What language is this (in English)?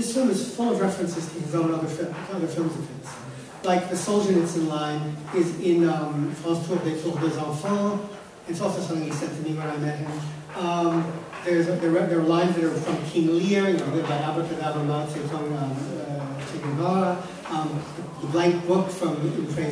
English